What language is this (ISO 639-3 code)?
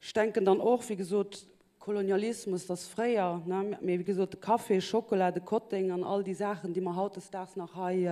ltz